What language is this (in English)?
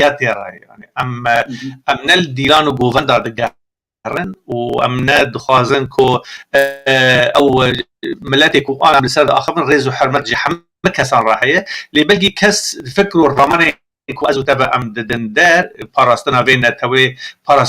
Kurdish